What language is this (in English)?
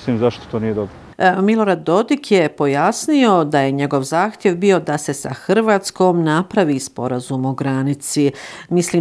Bosnian